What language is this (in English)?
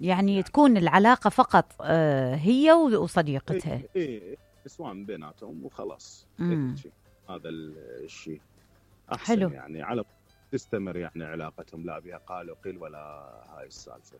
Mesopotamian Arabic